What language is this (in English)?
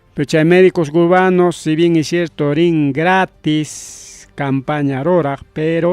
Ayacucho Quechua